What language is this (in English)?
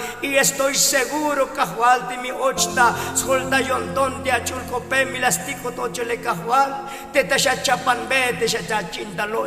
Tzotzil